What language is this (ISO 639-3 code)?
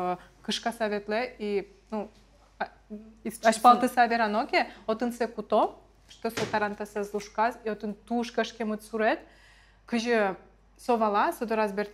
udm